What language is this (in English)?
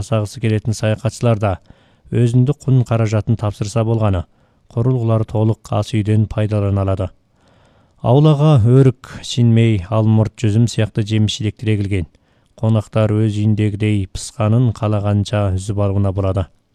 Kazakh